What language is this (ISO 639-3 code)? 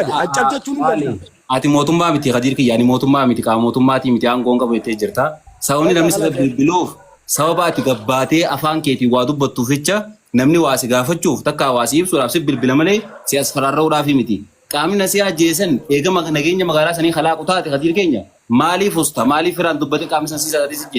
orm